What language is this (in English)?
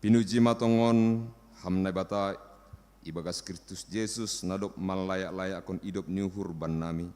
Batak Simalungun